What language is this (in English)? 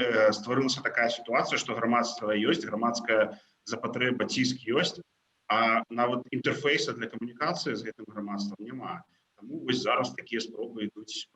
Belarusian